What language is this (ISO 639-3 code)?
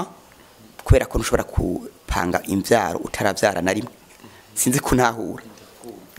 run